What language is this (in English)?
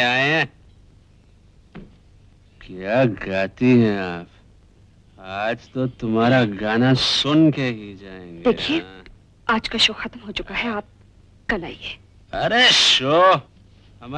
Hindi